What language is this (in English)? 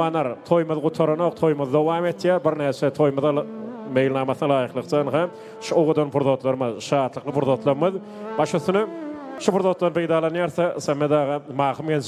Turkmen